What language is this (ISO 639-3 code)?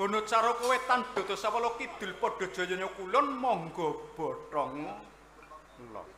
jav